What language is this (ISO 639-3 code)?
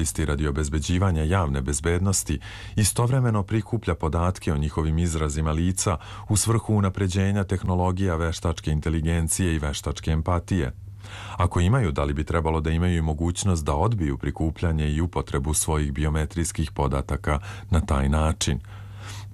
srp